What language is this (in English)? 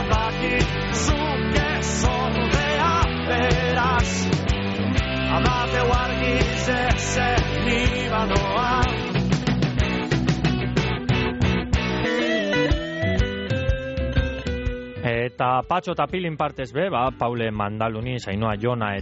Basque